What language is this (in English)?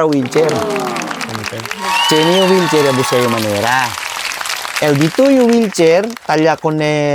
Chavacano